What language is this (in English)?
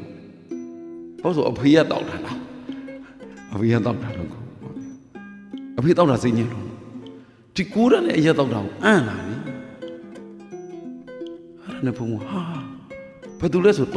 Burmese